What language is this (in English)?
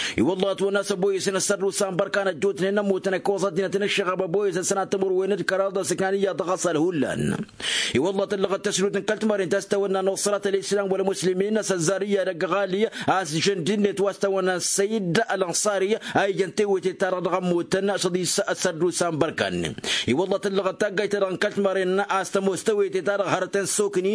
Tamasheq